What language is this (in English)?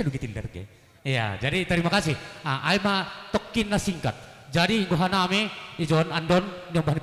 Batak Simalungun